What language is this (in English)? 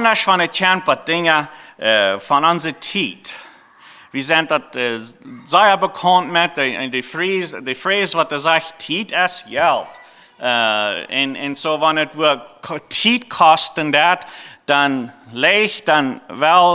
Plautdietsch